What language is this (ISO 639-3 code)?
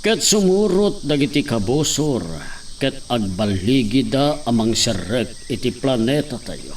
ilo